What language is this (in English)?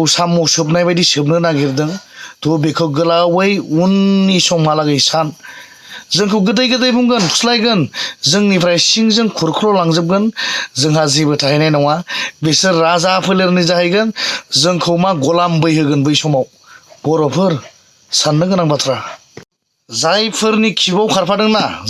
Bodo